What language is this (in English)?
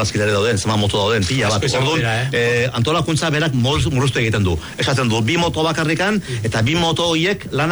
Basque